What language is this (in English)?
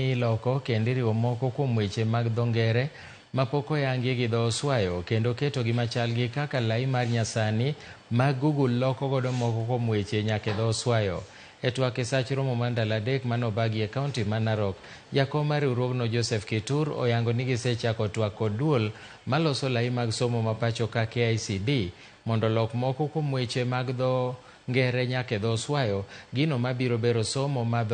Luo (Kenya and Tanzania)